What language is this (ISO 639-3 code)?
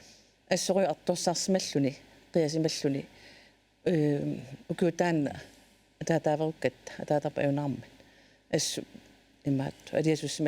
kal